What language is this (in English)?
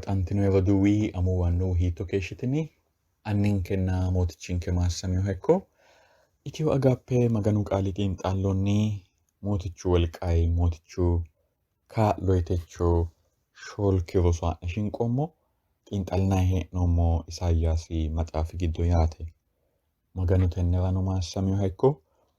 Sidamo